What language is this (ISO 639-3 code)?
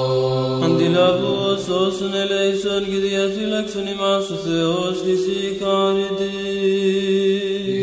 ell